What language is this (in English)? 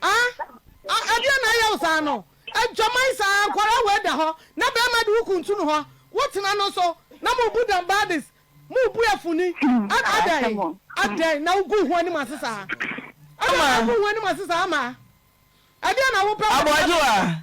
Akan